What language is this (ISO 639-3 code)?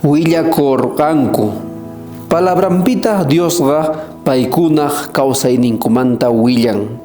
quh